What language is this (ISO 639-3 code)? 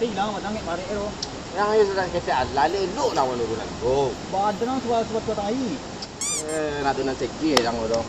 min